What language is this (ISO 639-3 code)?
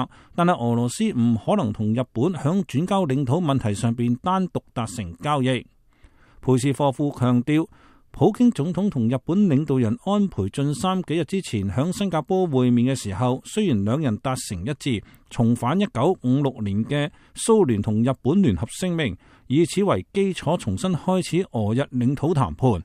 yue